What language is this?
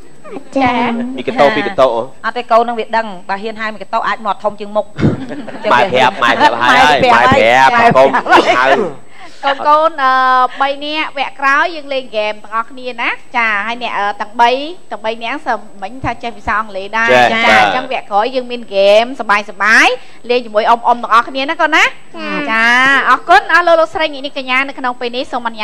Khmer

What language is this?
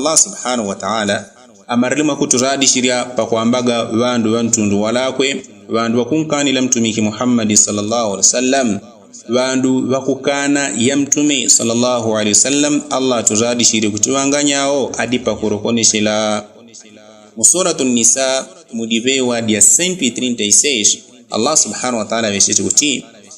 Yao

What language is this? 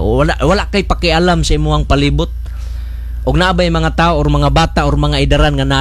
Cebuano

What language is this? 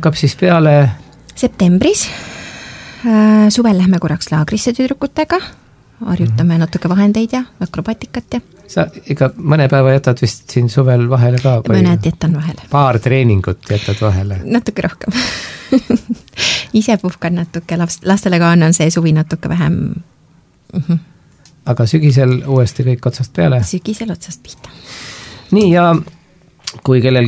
Estonian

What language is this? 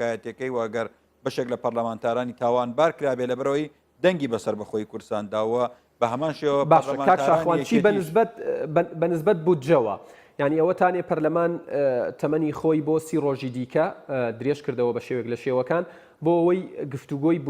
Central Kurdish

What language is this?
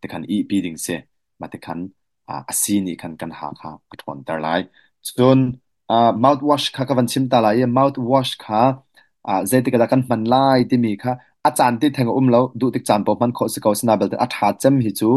Hakha Chin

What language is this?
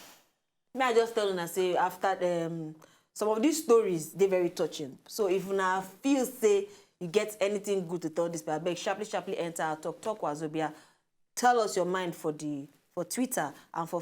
Nigerian Pidgin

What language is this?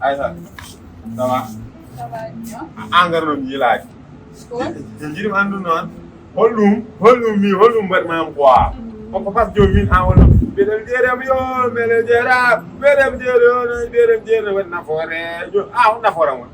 Fula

